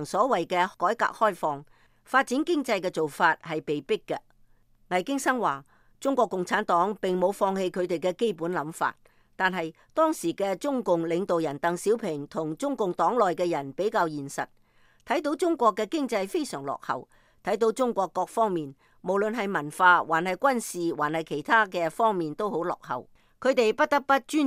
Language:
Cantonese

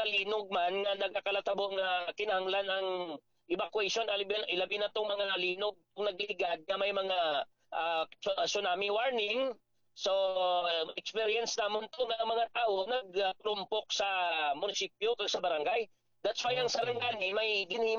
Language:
Hiligaynon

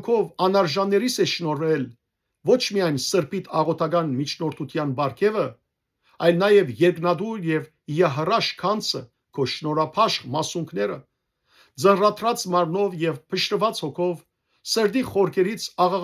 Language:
Western Armenian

